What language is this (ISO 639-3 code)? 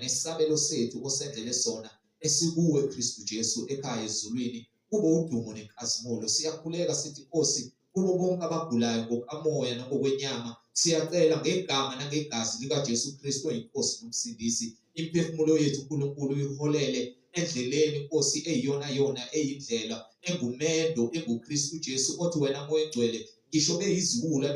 zul